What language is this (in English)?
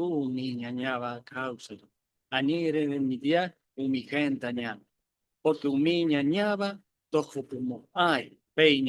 Guarani